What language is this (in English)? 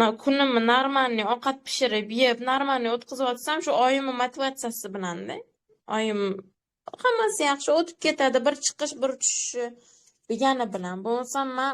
Uzbek